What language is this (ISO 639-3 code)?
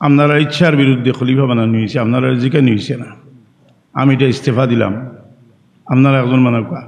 syl